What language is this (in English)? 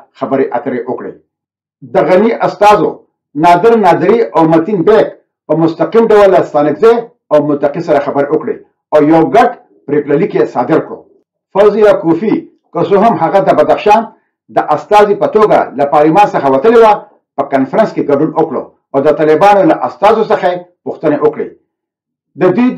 Pashto